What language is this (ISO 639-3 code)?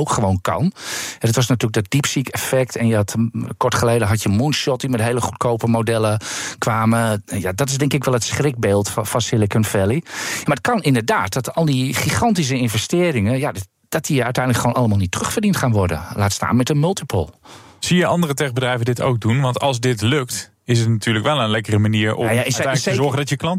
nld